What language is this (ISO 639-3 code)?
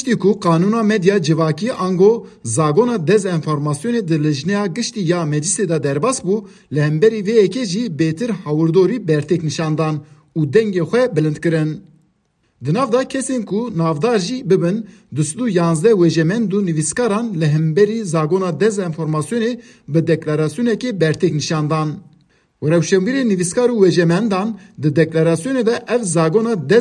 kur